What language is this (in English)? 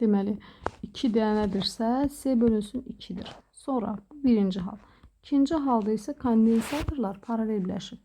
Azerbaijani